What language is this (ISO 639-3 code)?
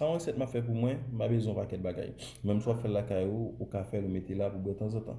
hat